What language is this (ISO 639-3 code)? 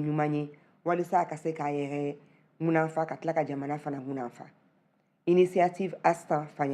bam